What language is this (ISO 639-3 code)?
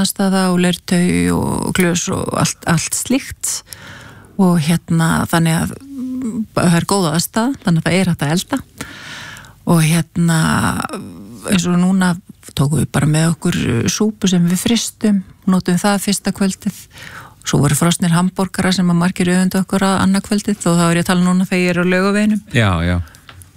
isl